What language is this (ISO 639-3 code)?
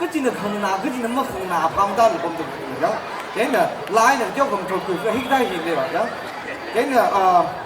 nmf